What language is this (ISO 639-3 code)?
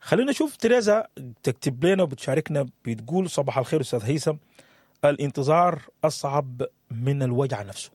apd